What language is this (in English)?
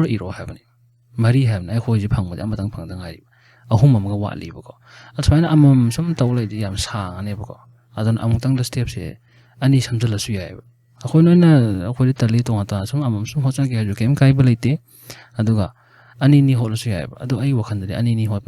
Manipuri